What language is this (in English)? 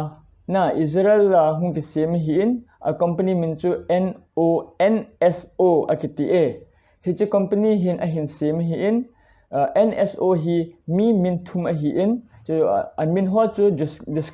Thado Chin